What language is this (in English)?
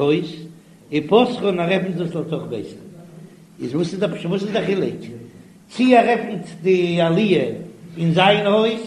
Yiddish